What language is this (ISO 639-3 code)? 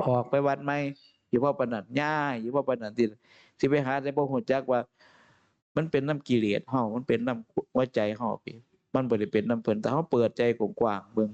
tts